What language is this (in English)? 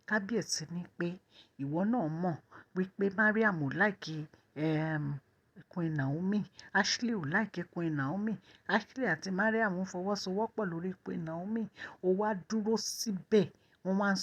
Yoruba